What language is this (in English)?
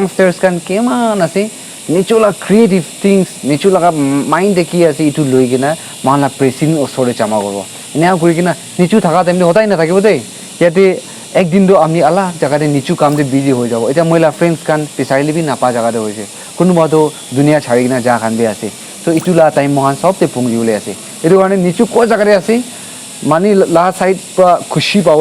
Naga Pidgin